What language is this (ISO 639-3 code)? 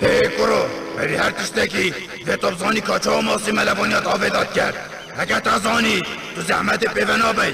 kur